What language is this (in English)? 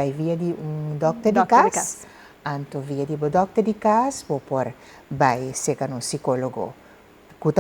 Papiamento